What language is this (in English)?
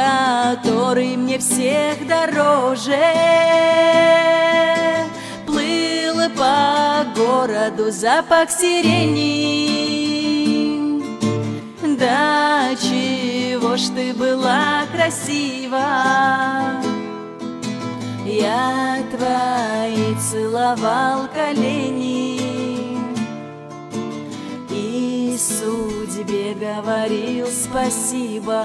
Russian